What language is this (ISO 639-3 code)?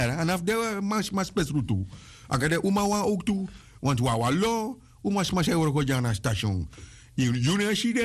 srn